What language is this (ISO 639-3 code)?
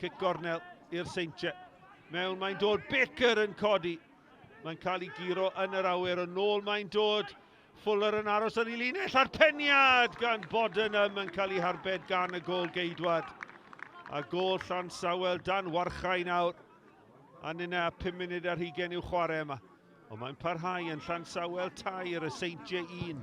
cym